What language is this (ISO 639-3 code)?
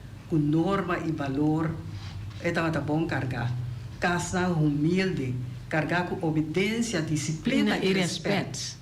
pap